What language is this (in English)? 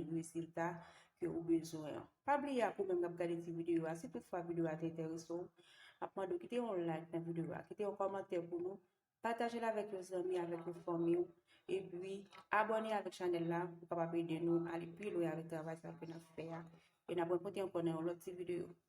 Haitian Creole